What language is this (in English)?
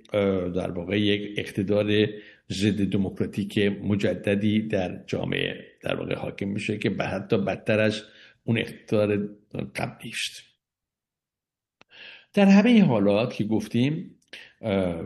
Persian